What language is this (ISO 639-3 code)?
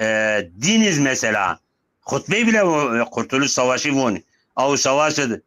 zza